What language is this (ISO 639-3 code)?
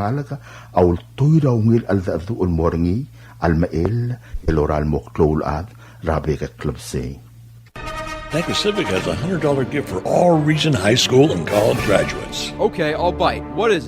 pau